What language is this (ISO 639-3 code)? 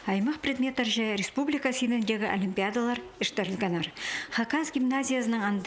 kjh